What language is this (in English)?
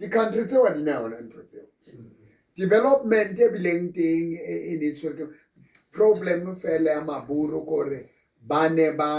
Southern Sotho